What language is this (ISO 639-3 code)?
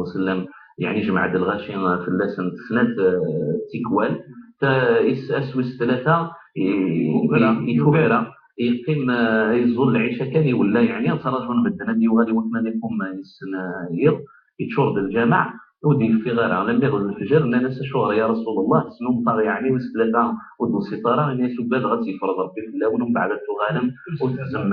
kab